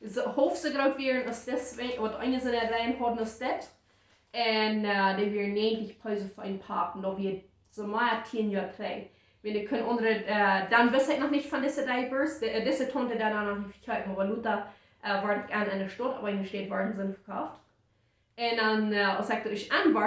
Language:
Plautdietsch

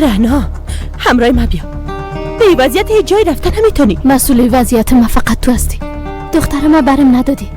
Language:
Persian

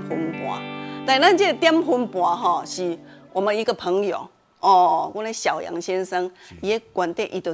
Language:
Min Nan Chinese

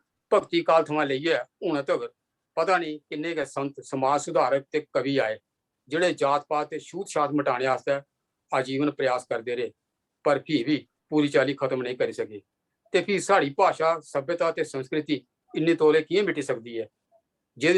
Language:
Dogri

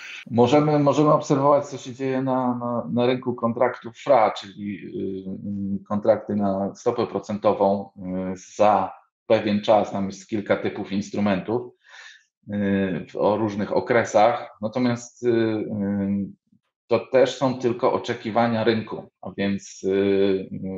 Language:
Polish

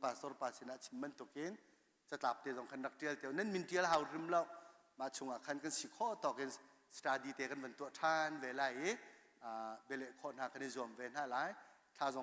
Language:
Hakha Chin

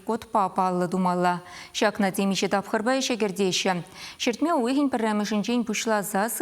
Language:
Chuvash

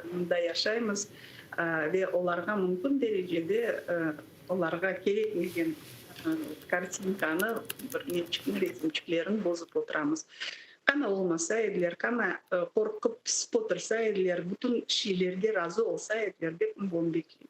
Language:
Crimean Tatar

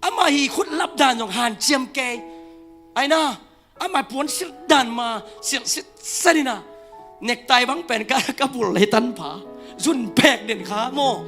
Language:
Tedim Chin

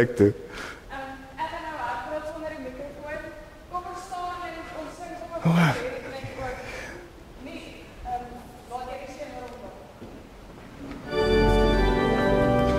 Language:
Afrikaans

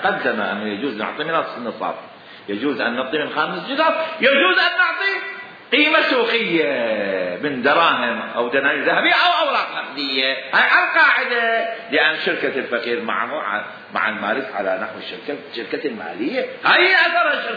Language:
Mesopotamian Arabic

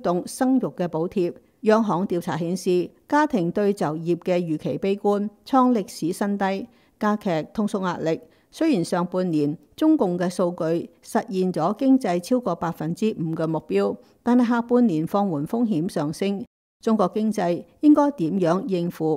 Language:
Cantonese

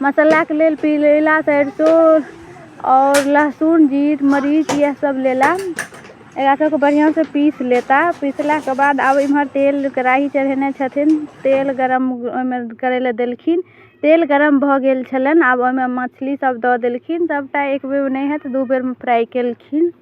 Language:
Maithili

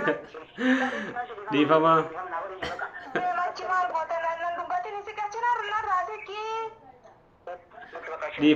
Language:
Oromo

